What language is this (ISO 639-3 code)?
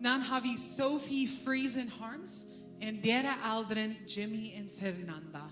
pdt